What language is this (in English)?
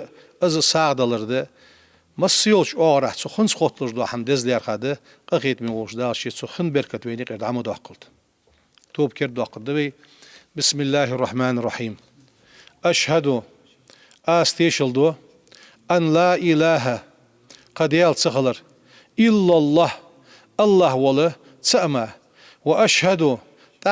Ingush